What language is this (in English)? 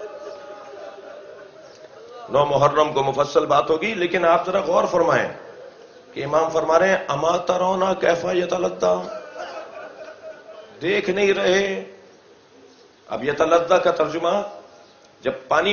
Urdu